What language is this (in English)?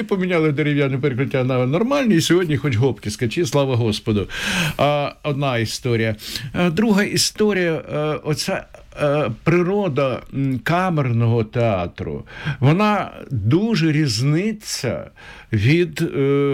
Ukrainian